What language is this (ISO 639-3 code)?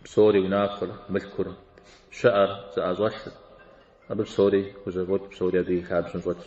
kbd